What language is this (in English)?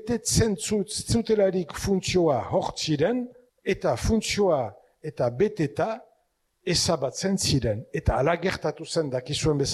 Basque